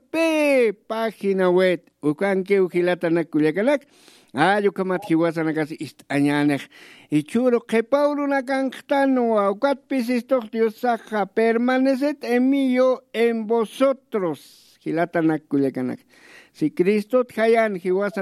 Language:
Aymara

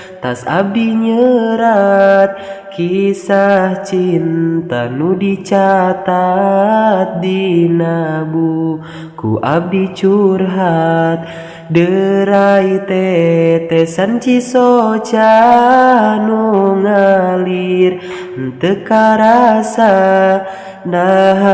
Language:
Sundanese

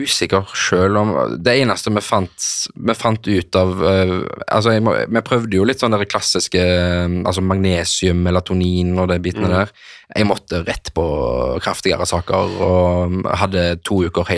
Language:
Norwegian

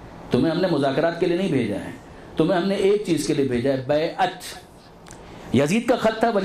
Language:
Urdu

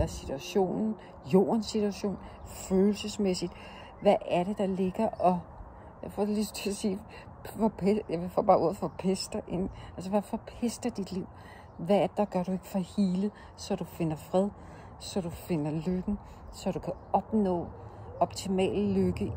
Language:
Danish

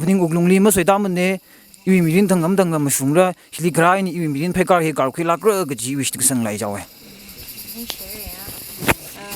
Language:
Tangkhul Naga (India)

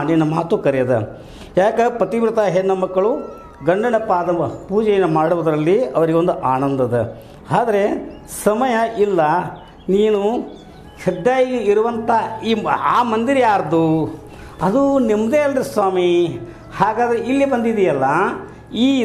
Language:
Kannada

